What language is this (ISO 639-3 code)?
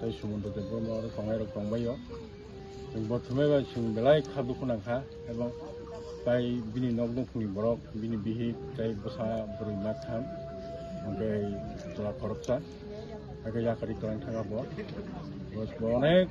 trp